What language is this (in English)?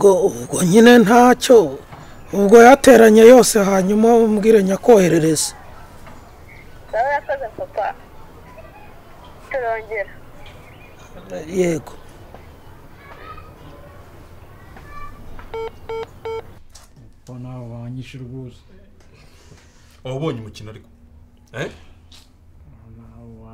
Kinyarwanda